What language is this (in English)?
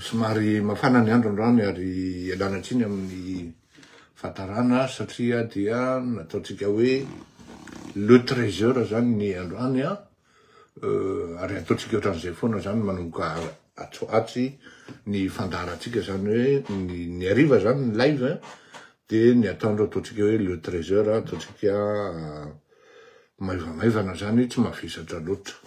Malagasy